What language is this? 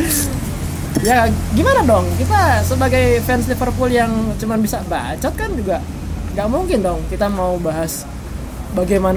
Indonesian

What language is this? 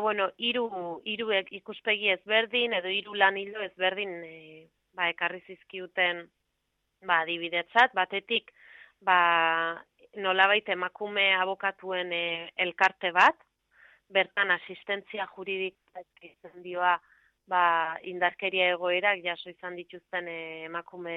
Basque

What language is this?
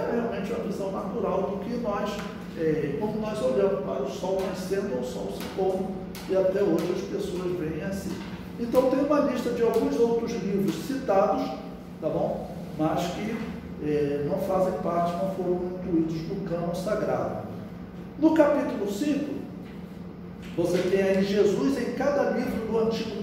Portuguese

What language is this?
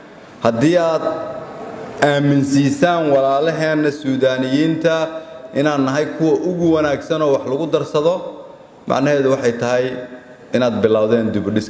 Somali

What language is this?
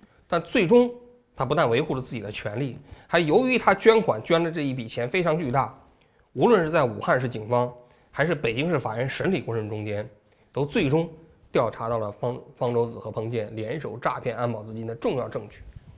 Chinese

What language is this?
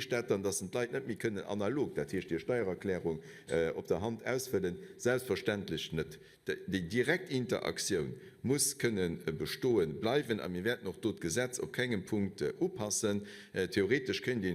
Luxembourgish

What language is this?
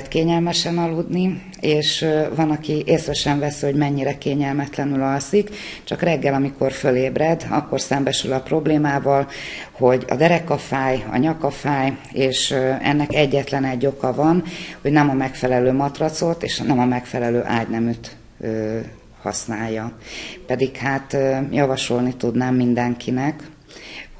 Hungarian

